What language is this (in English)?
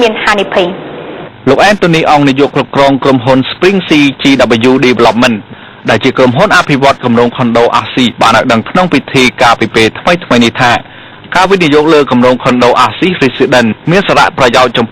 Khmer